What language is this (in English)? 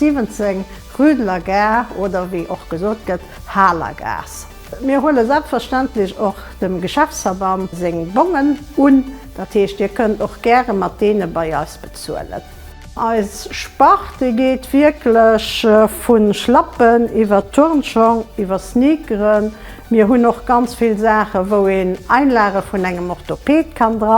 Luxembourgish